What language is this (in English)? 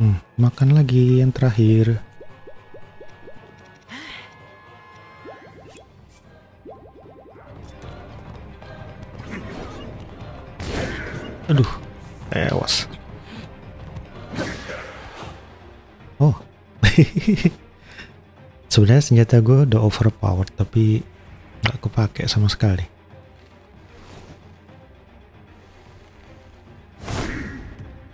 Indonesian